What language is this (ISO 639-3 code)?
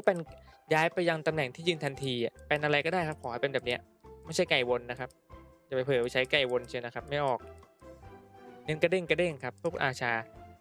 tha